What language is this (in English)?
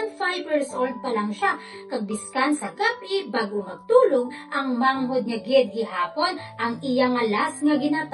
Hiligaynon